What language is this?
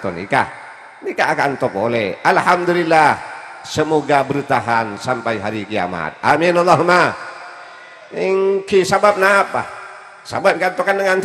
Madurese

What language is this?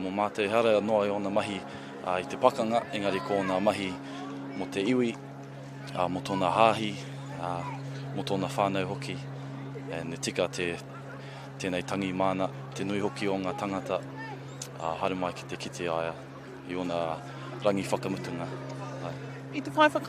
Māori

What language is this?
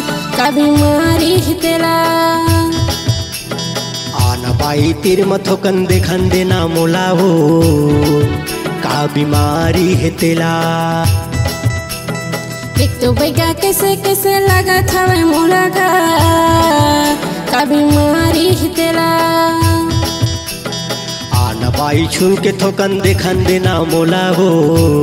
Chhattisgarhi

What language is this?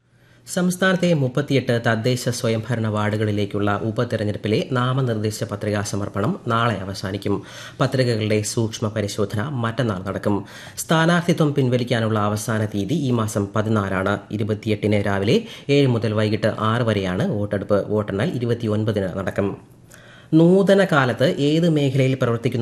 Malayalam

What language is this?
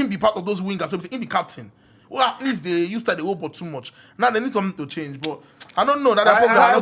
Nigerian Pidgin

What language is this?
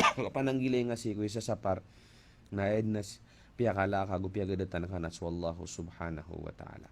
Maranao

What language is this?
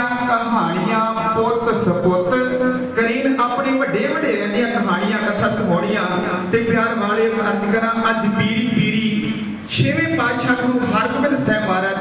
Punjabi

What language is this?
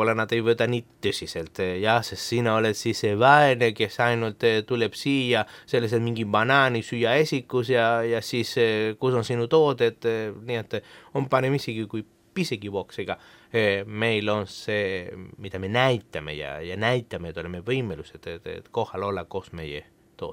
Estonian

